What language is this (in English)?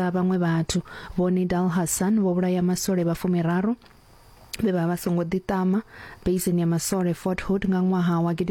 Venda